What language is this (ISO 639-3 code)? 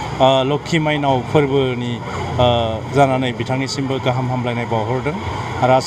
brx